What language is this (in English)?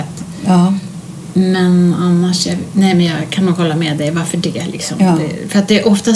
Swedish